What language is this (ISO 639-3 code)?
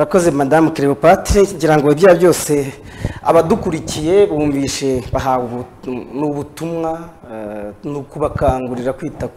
kin